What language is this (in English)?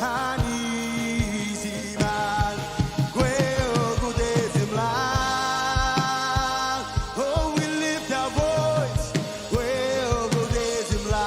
Marshallese